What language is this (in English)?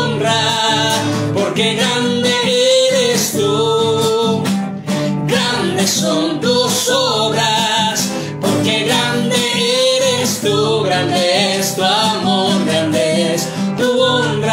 Spanish